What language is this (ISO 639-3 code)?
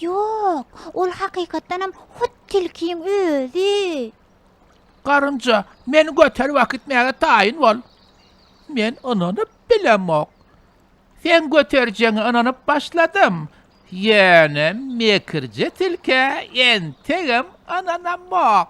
tuk